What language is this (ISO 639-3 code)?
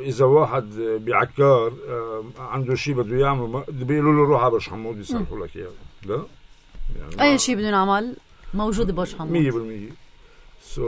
apc